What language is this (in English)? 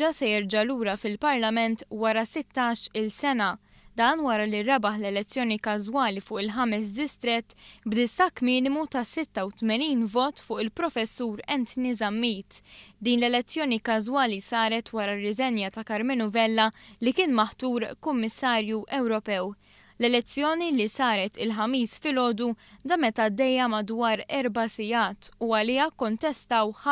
Maltese